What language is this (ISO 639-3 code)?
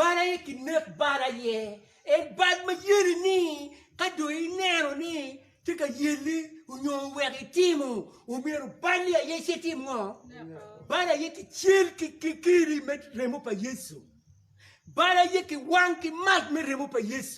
ach